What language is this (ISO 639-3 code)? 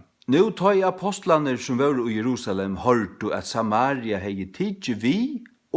fao